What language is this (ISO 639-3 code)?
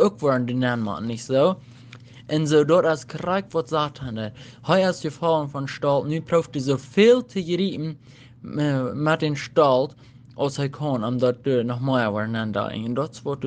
pdt